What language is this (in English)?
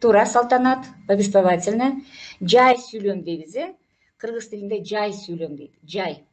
Kyrgyz